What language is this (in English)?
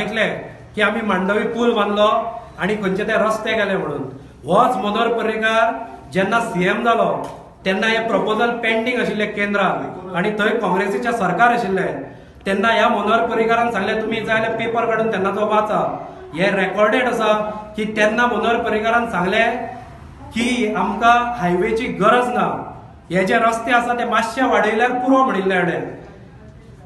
Konkani